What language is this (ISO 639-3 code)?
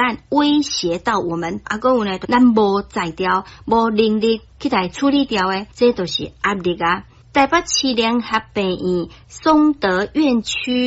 nan